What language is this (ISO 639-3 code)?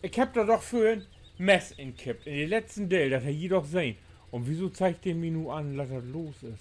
nds